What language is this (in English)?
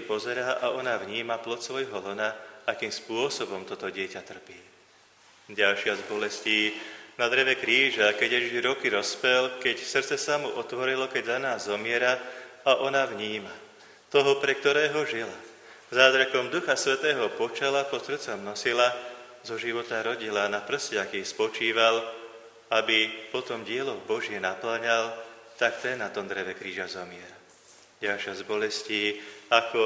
Slovak